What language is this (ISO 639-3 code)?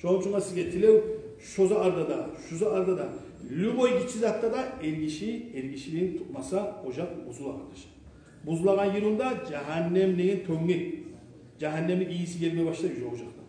kum